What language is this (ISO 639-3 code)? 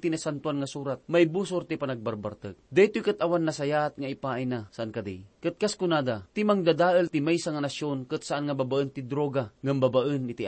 ilo